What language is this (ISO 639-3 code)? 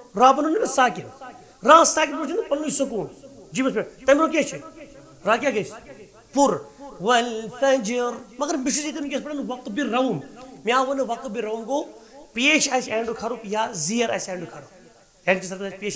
kas